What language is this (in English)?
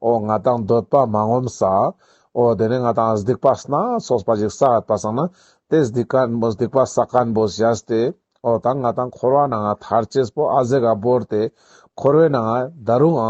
Ladakhi